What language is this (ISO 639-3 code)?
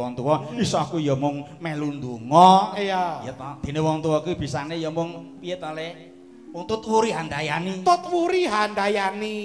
jav